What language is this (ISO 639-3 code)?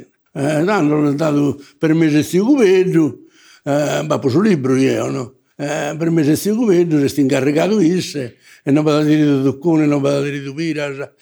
srd